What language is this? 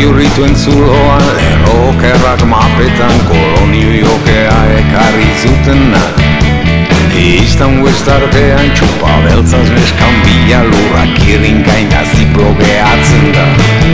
Basque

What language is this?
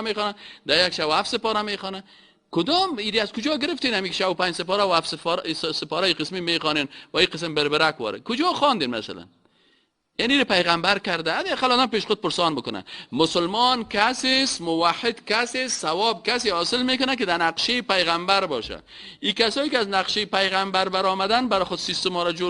Persian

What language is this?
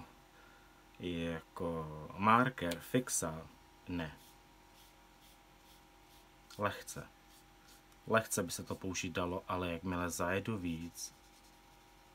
Czech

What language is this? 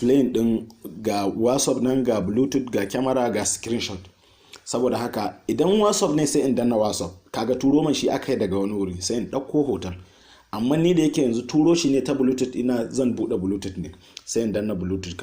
Hausa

